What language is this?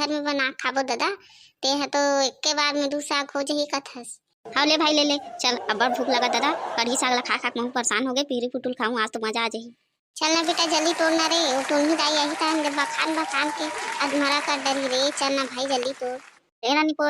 Chhattisgarhi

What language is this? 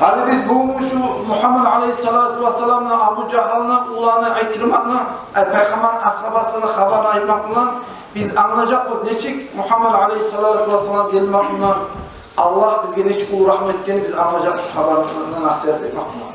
Kumyk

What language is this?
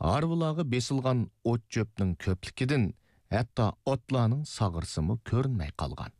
Uyghur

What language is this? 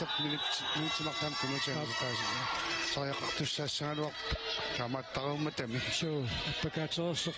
Kalaallisut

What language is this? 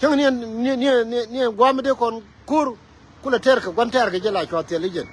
Nuer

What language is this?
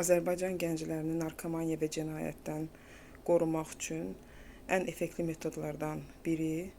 Azerbaijani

